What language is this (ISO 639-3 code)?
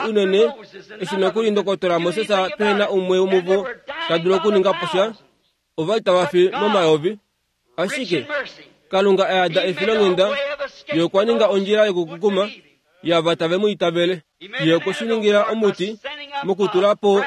kua